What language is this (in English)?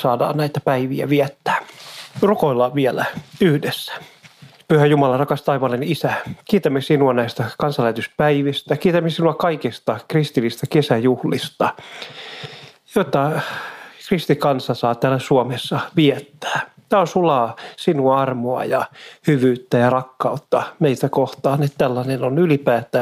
Finnish